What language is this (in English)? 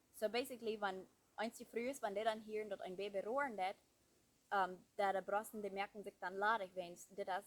Plautdietsch